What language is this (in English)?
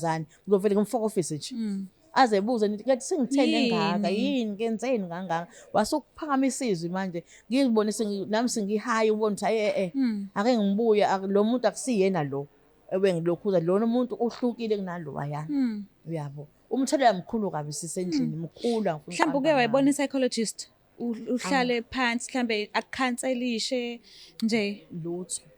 Zulu